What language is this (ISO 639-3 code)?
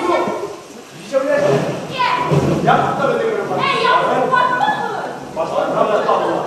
bak